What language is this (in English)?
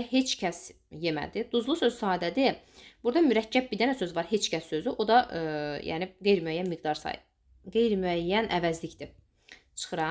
Azerbaijani